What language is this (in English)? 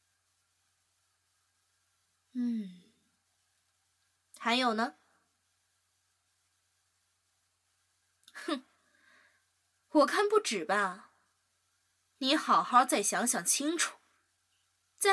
Chinese